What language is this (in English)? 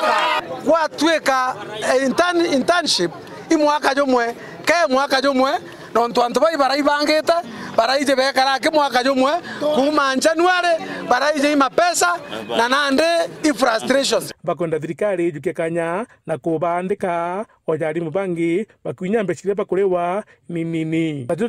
Meru